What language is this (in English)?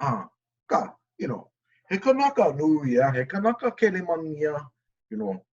Hawaiian